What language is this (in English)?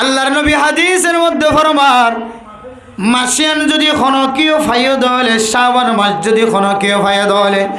Rohingya